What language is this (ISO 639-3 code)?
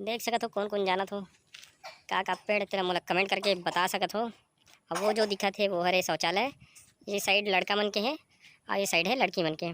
hne